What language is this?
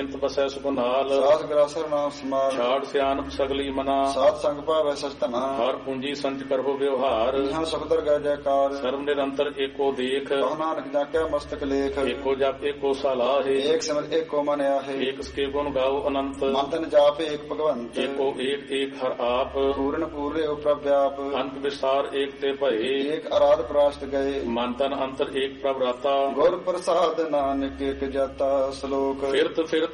Punjabi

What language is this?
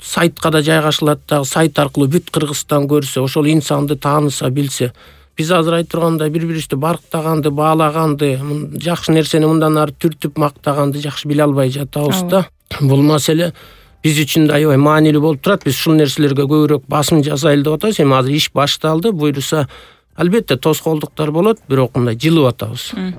Kyrgyz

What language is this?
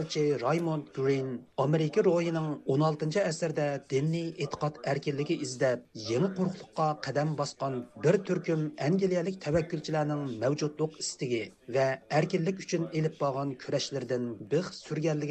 Uyghur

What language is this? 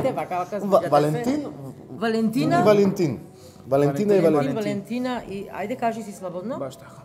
Macedonian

